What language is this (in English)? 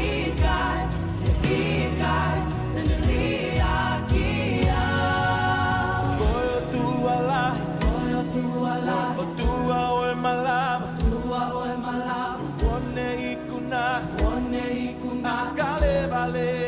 Tongan